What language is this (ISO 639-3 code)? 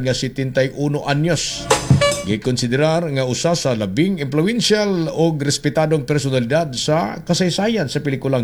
ceb